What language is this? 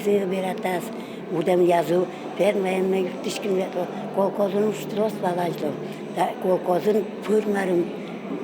Udmurt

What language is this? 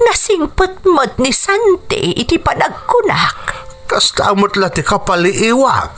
Iloko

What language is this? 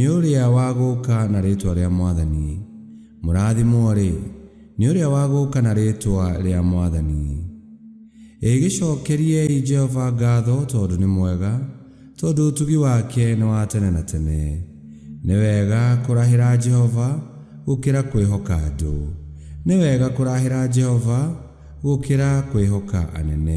Kikuyu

